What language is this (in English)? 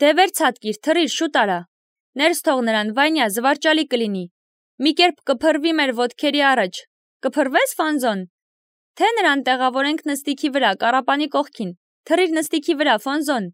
Armenian